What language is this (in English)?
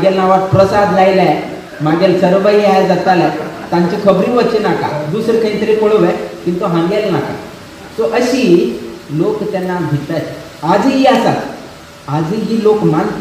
Konkani